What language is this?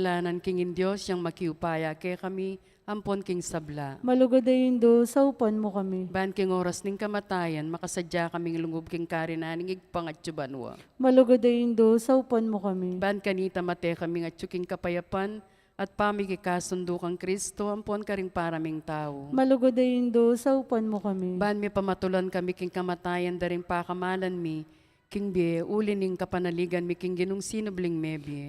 Pampanga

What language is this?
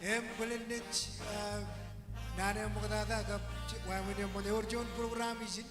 Marshallese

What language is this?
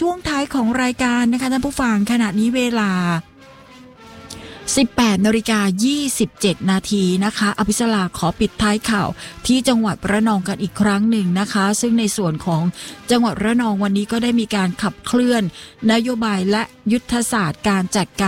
Thai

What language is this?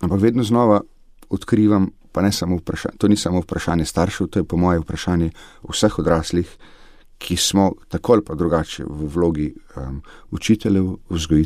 Slovenian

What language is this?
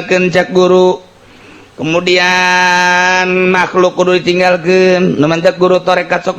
Sundanese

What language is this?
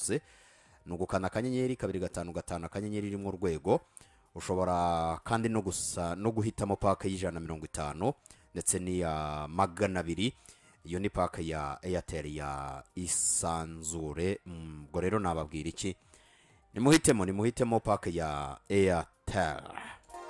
Kinyarwanda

